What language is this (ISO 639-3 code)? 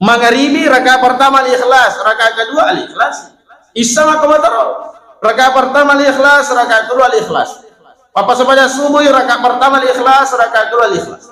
bug